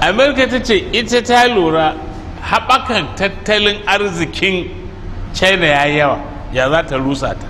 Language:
Hausa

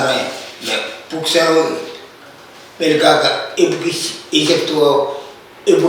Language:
Pohnpeian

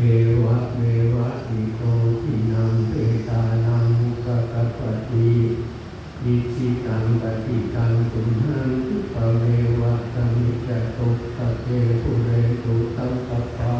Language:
Pali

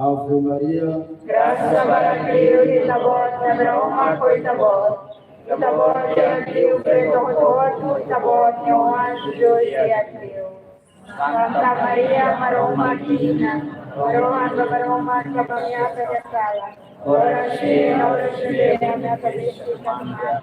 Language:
Tetum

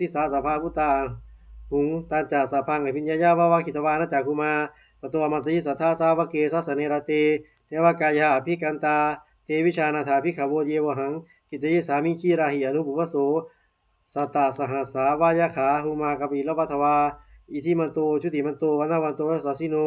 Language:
Pali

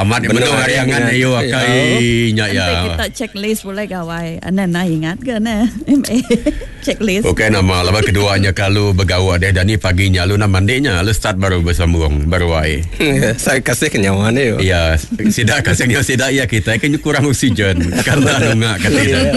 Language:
Iban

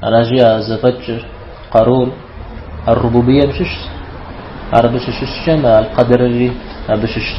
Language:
Kabardian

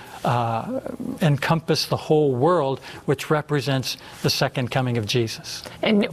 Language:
English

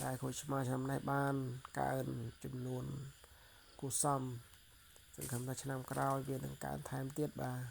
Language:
Khmer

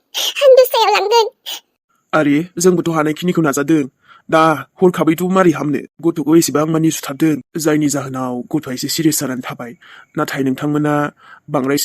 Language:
Bodo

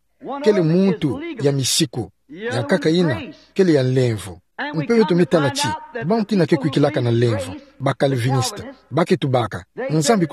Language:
Kituba (Democratic Republic of Congo)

